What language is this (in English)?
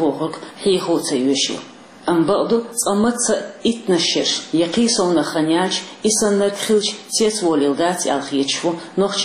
Chechen